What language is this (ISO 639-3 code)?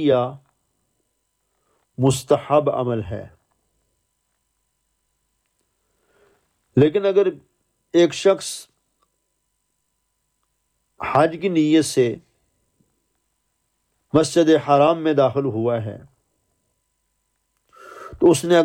urd